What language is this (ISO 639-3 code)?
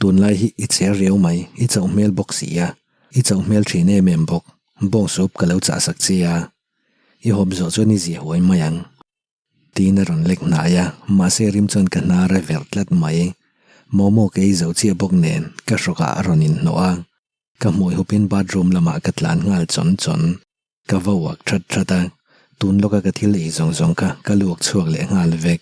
lus